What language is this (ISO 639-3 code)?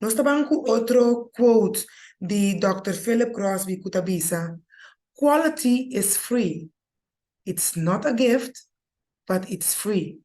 pap